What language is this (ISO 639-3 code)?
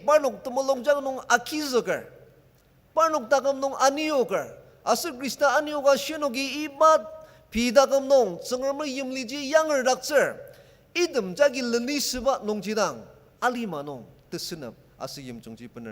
njo